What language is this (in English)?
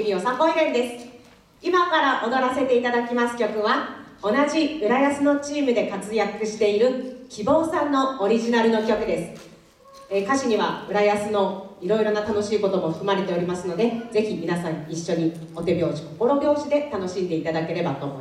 Japanese